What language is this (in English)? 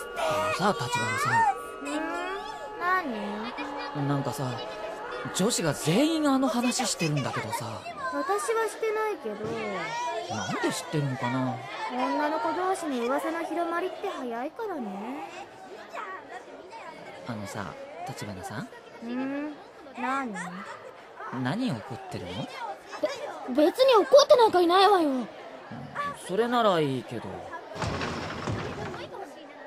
Japanese